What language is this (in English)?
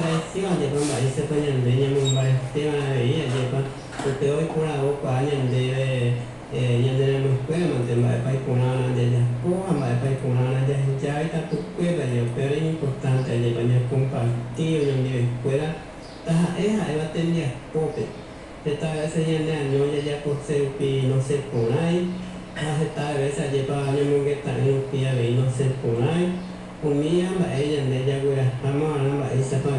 Guarani